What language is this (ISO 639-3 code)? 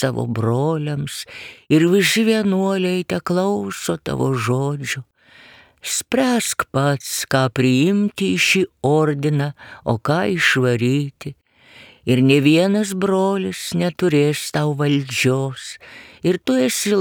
lit